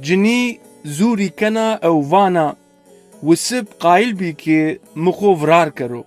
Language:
Zaza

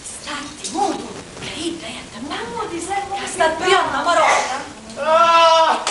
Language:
Sicilian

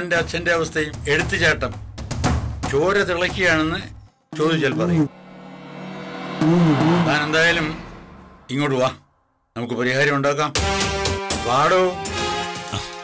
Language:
Malayalam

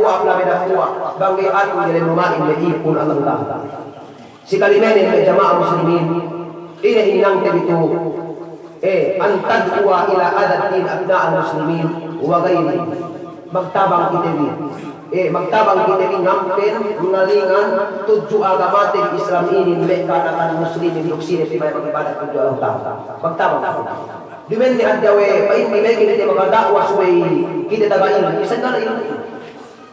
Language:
Yakan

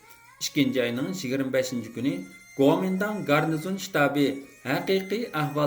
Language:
Uyghur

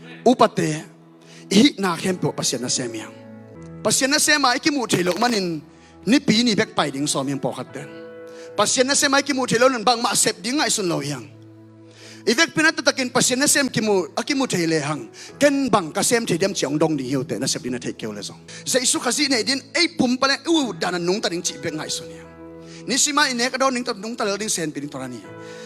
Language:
Tedim Chin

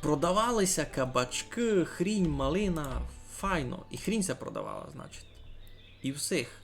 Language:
Rusyn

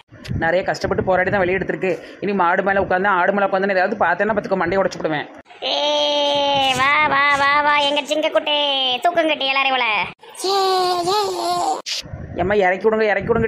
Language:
Tamil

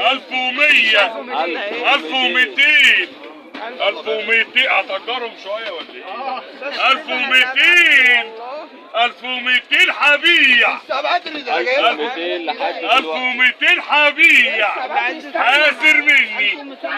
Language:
Egyptian Arabic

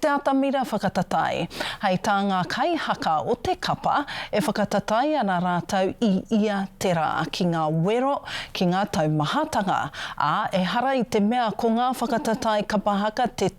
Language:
Māori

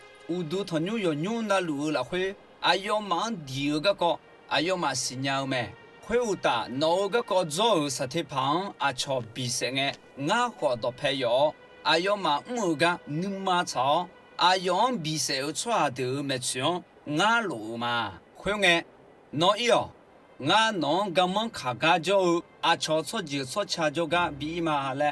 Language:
Akha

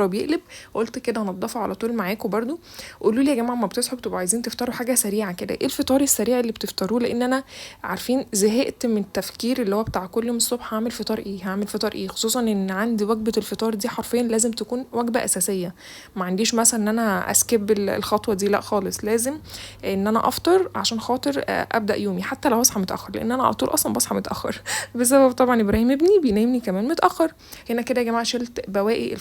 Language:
Egyptian Arabic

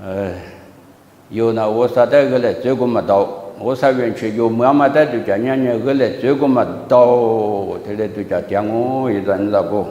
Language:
Lisu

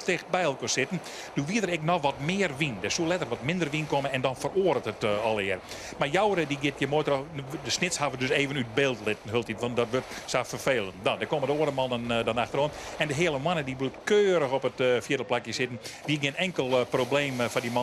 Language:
Western Frisian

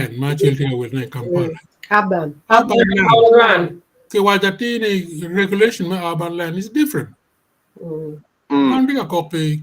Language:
Acoli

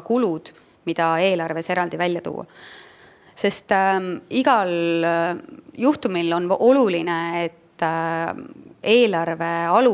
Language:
Estonian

